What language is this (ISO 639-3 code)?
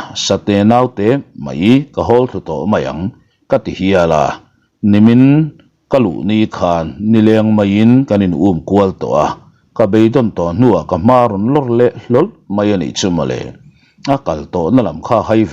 lus